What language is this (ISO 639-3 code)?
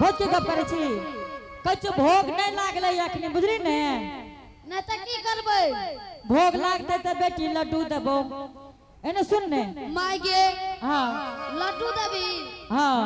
anp